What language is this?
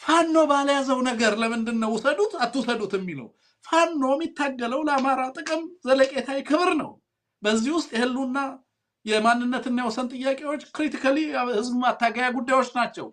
Amharic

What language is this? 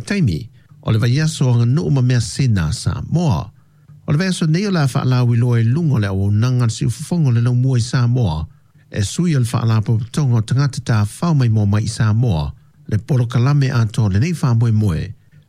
Samoan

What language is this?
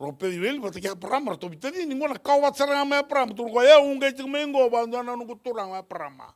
Fijian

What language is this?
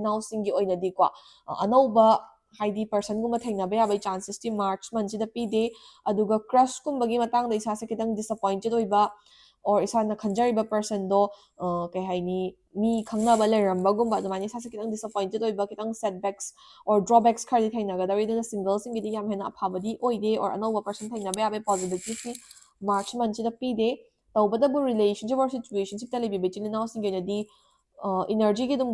Manipuri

